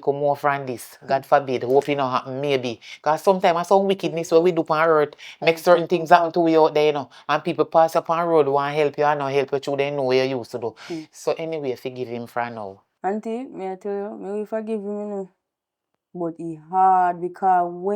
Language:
Jamaican Creole English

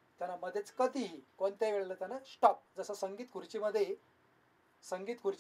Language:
Marathi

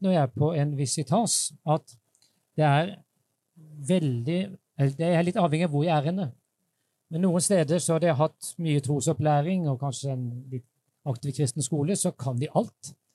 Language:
Norwegian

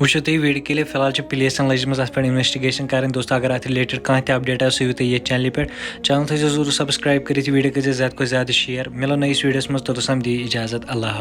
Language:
Kashmiri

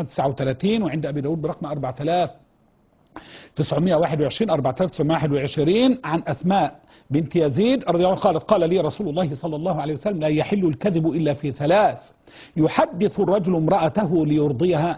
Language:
Arabic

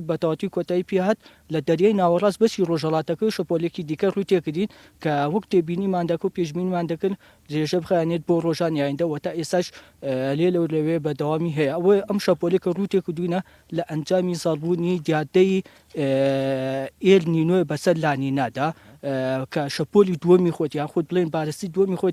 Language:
Central Kurdish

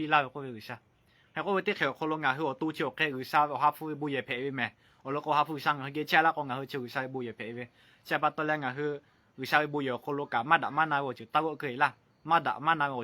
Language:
Lahu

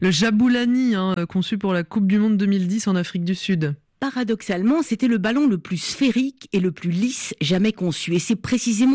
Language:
French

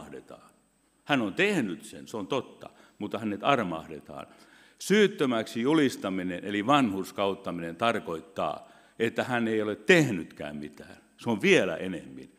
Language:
Finnish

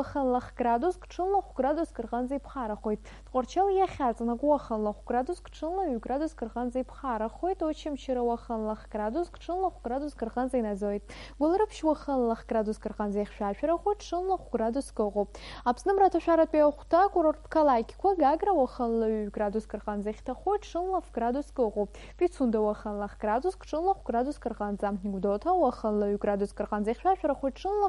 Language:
Abkhazian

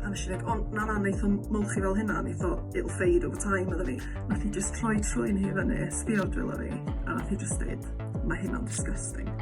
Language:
Welsh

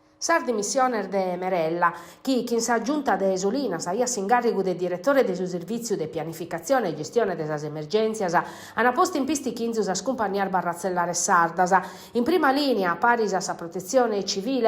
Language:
Sardinian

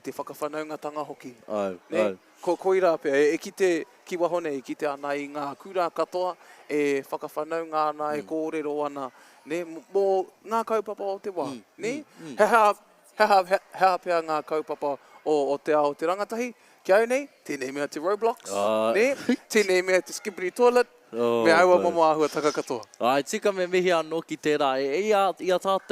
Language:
Māori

